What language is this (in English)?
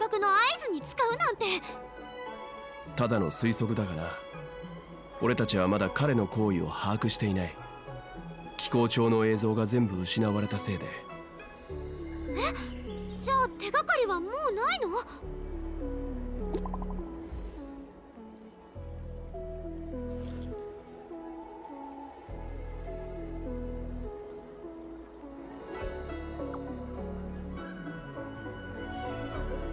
Japanese